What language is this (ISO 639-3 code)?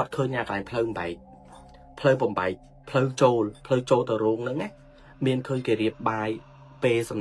khm